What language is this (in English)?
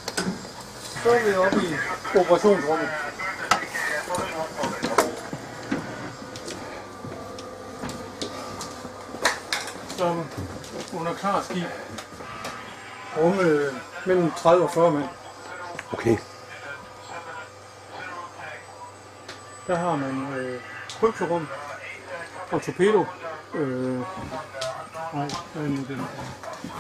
Danish